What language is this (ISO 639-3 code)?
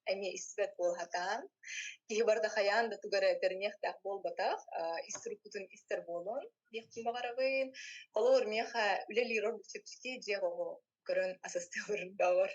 sah